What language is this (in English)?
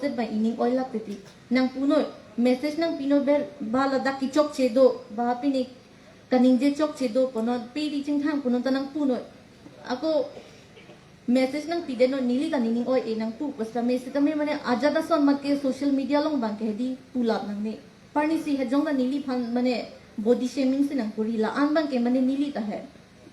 Karbi